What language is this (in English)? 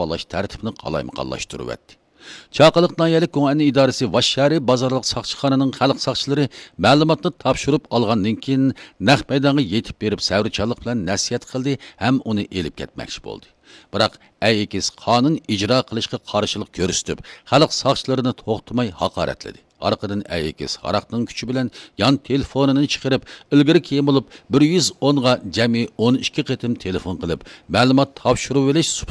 Uyghur